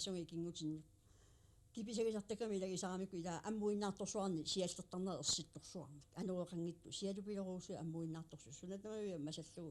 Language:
Kalaallisut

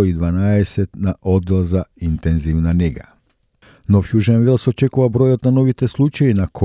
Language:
Macedonian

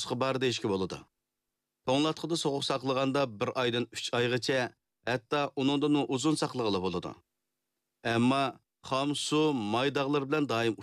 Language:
Uyghur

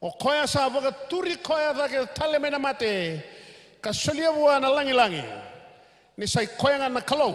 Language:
Fijian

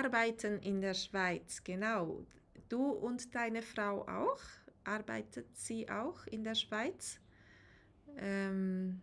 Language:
Swiss German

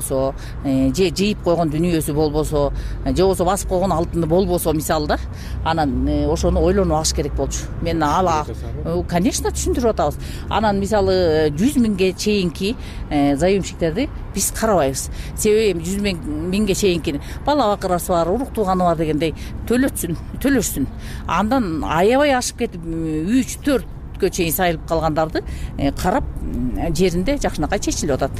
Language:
Kyrgyz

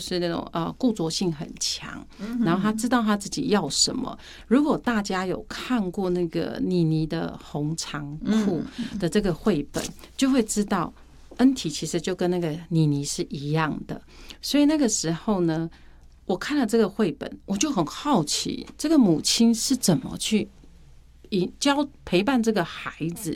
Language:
Chinese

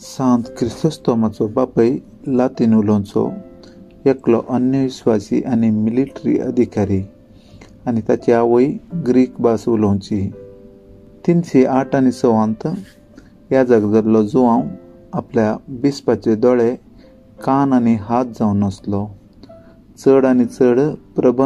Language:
Konkani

